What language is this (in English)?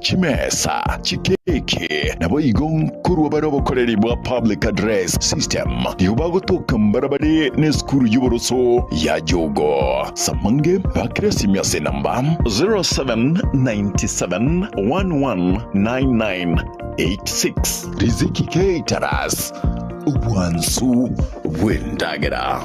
Gusii